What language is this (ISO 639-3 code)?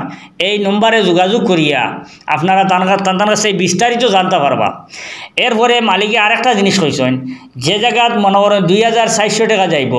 syl